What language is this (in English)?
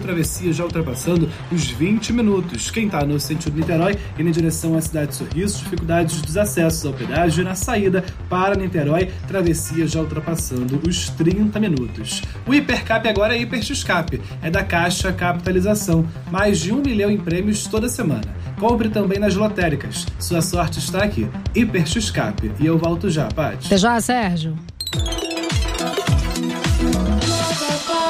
Portuguese